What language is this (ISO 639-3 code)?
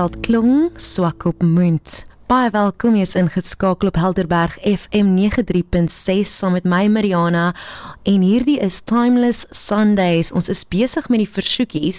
afr